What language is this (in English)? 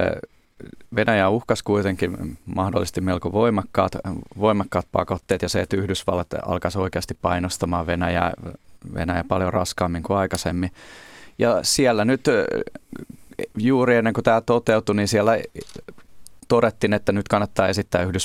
Finnish